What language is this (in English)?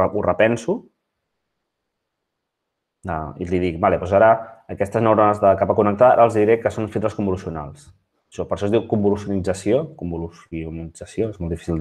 Catalan